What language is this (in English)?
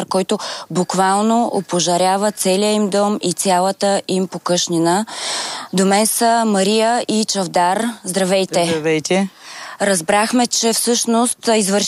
Bulgarian